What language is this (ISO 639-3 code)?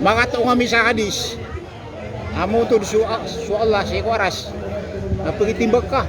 mrw